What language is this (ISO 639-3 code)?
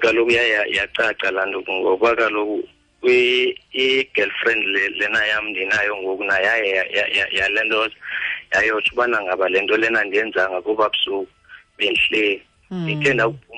xho